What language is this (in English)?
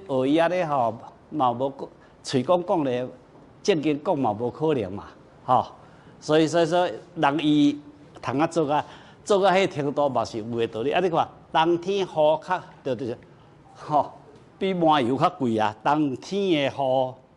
Min Nan Chinese